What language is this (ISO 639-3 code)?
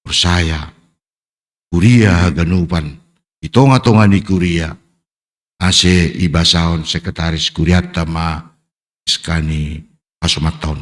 bts